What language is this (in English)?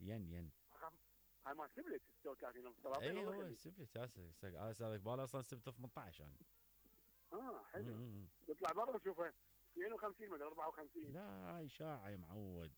Mesopotamian Arabic